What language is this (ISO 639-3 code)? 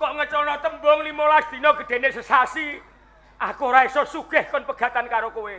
jav